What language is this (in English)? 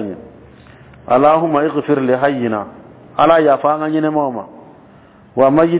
Dyula